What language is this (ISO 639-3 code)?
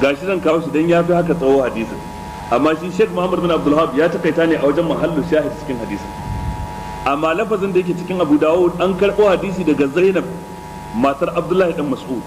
hau